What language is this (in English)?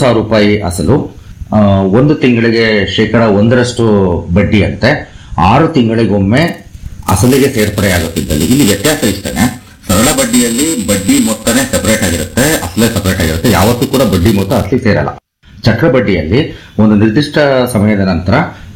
Kannada